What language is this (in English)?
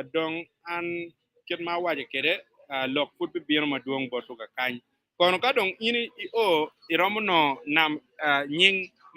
Acoli